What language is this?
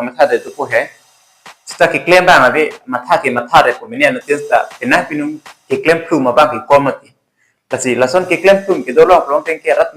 Karbi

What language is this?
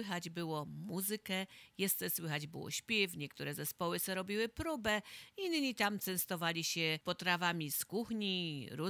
Polish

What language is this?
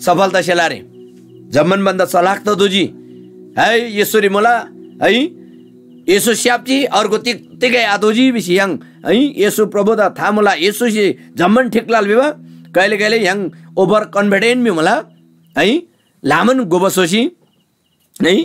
Eastern Tamang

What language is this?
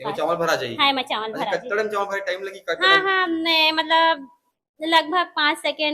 Chhattisgarhi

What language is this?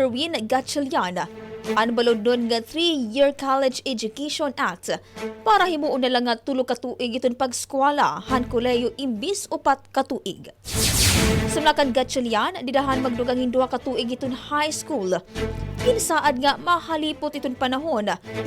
Waray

